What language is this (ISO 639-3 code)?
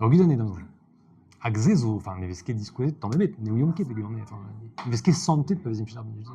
bre